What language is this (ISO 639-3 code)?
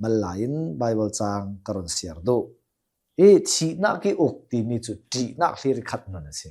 cnh